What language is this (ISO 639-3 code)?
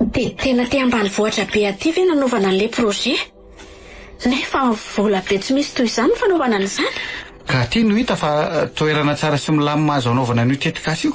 mlg